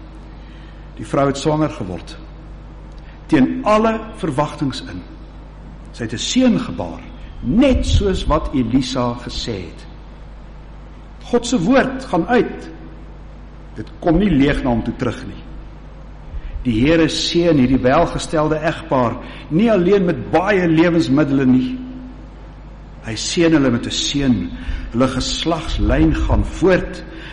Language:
Afrikaans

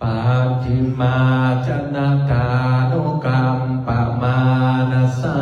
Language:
Pali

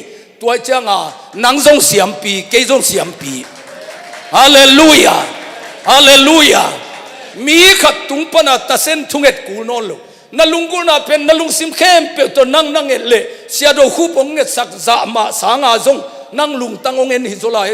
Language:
Tedim Chin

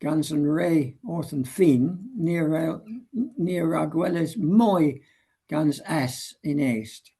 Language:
Cornish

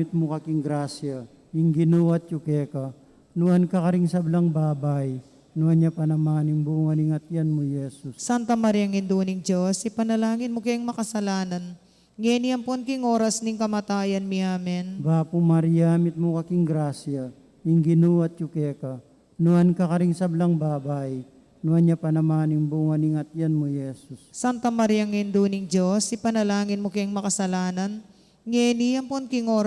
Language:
Pampanga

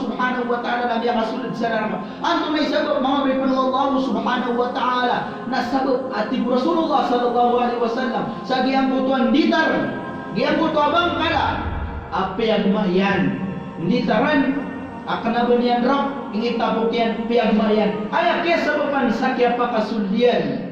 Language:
Maranao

